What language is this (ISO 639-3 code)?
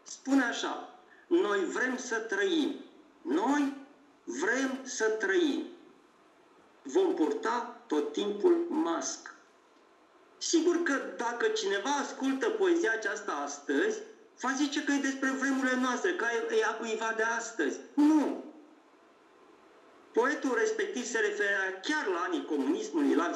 ron